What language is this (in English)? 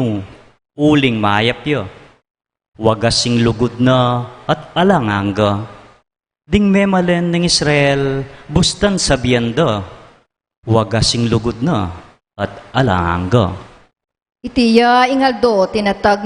Pampanga